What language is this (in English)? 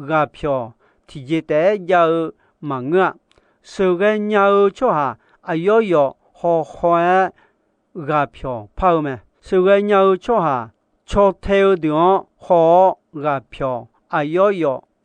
Akha